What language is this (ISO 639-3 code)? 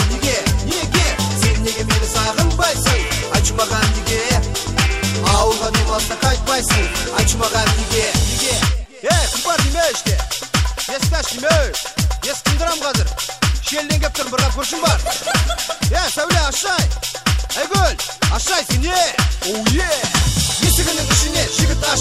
kaz